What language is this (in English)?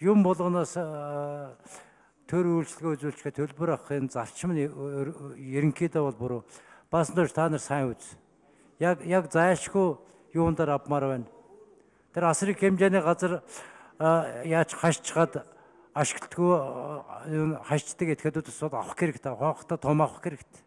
Mongolian